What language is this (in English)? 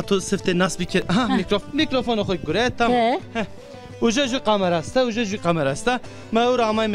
Zaza